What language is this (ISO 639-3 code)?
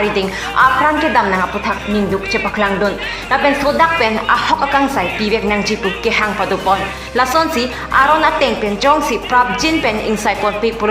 mjw